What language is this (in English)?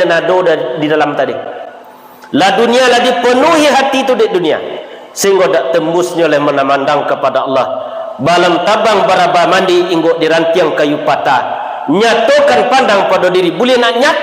Minangkabau